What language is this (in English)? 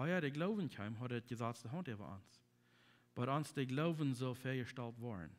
Plautdietsch